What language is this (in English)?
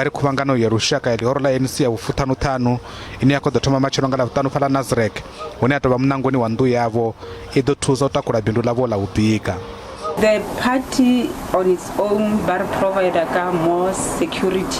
Venda